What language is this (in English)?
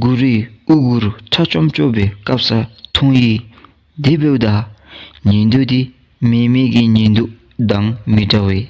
Dzongkha